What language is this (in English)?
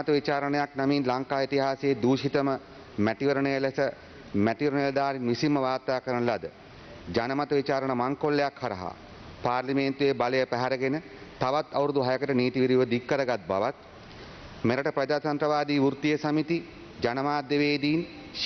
Sinhala